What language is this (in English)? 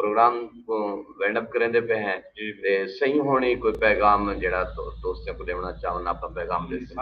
Saraiki